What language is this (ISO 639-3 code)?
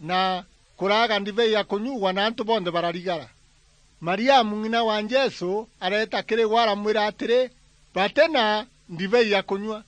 mer